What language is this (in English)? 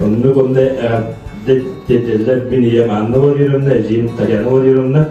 Yakut